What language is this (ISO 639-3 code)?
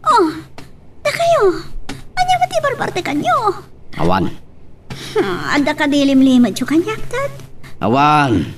ilo